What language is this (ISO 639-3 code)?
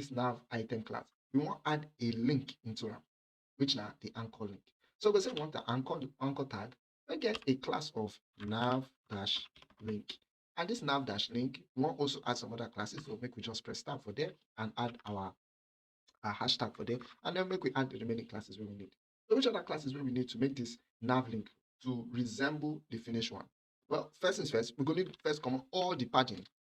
pcm